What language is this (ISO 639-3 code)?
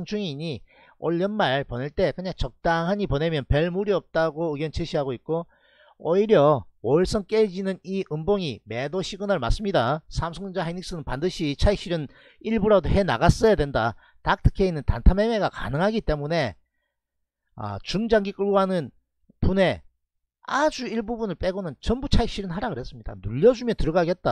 kor